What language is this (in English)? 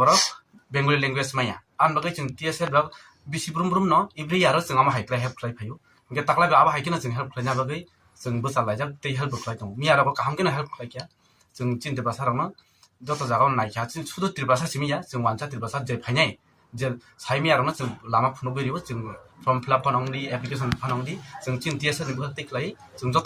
Riang (India)